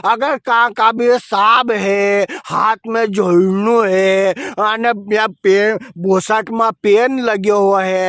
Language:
Rajasthani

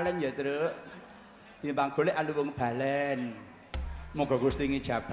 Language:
Javanese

